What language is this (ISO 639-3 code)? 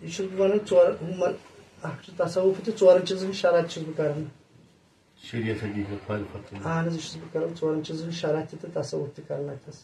kas